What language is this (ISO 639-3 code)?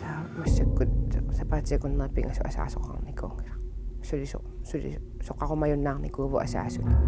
kal